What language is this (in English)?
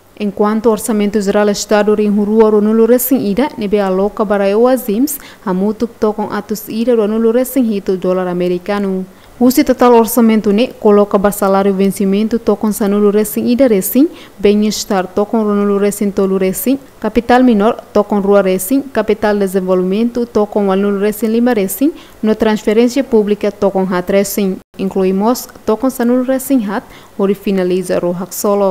Tetum